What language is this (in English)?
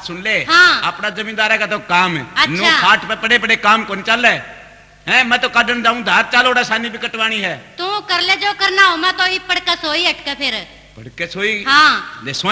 Haryanvi